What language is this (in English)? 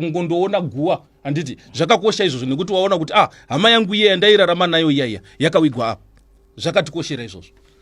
Shona